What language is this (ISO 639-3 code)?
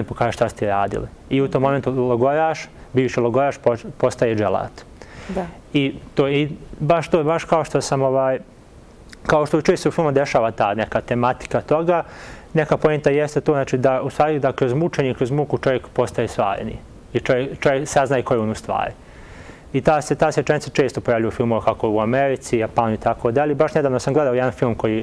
bos